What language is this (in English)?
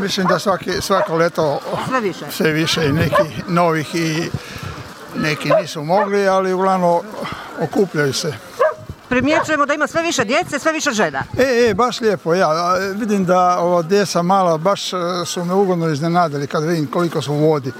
Croatian